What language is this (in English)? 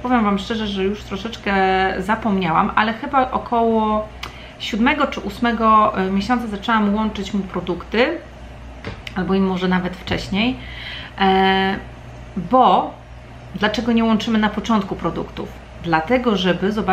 Polish